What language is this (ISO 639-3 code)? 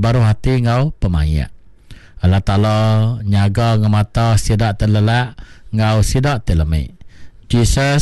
iba